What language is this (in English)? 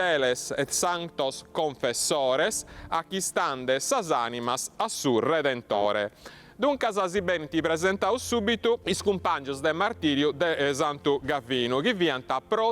Sardinian